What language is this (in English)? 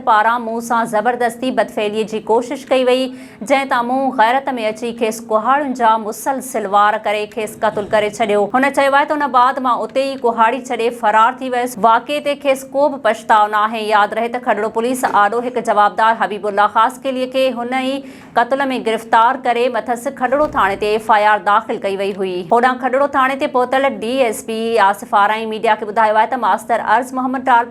Sindhi